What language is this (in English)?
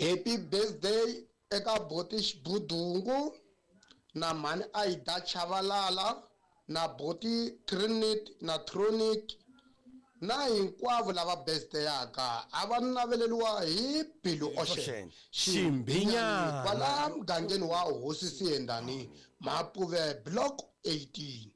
Tsonga